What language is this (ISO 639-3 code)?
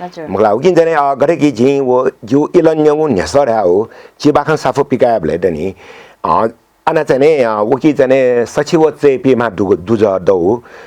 new